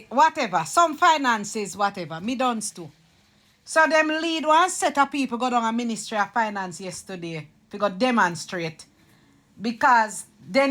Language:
Jamaican Creole English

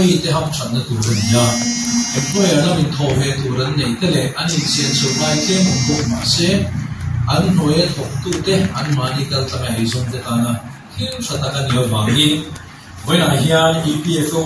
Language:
Mizo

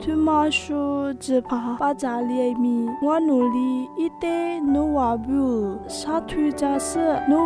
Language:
Lisu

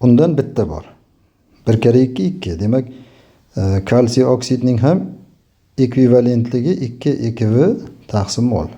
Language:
Uzbek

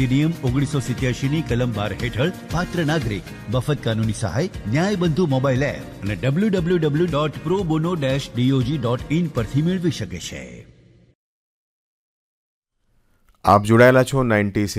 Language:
Gujarati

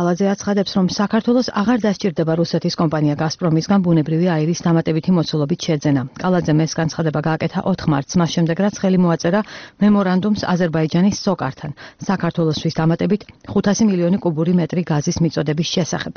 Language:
Georgian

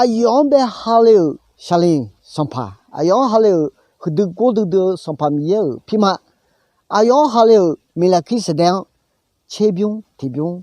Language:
Akha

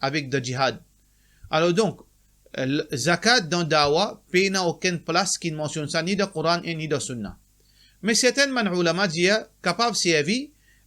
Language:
Morisyen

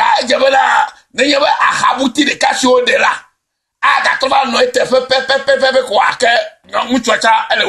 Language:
Ewe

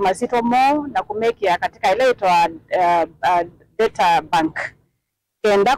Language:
Kamba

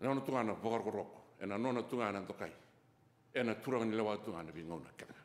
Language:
Fijian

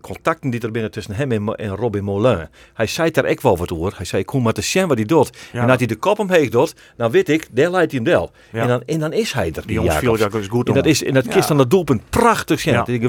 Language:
Western Frisian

